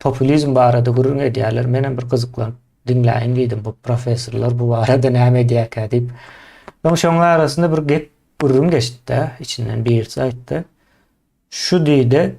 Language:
Turkmen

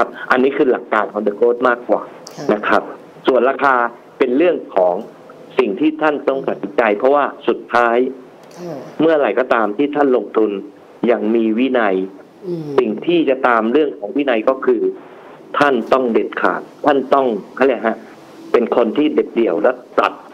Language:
Thai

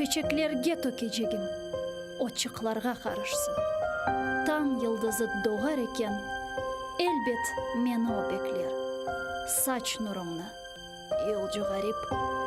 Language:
Crimean Tatar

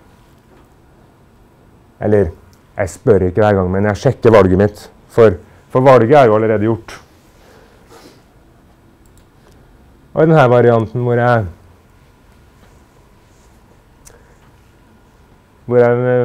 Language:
Norwegian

